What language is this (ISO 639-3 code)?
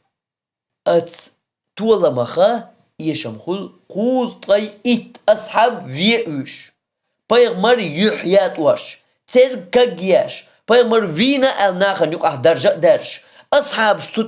che